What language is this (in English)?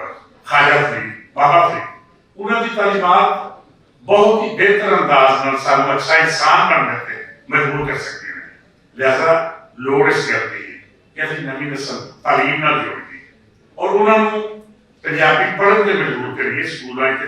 Western Panjabi